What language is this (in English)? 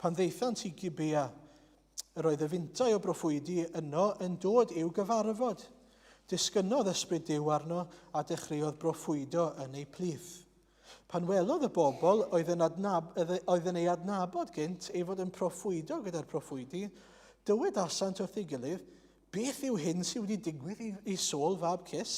Welsh